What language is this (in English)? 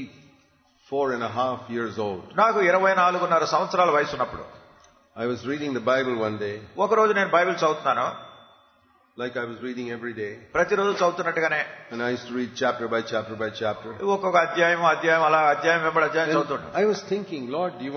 Telugu